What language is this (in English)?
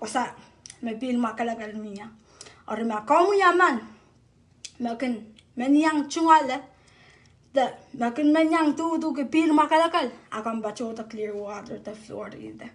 Pohnpeian